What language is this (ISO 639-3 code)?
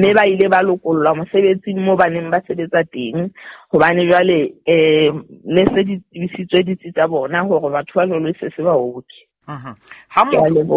sot